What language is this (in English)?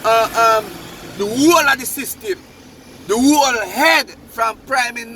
Jamaican Creole English